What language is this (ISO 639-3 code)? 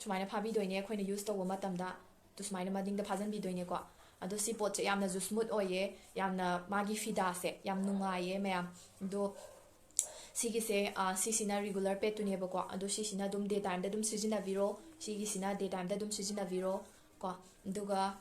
mni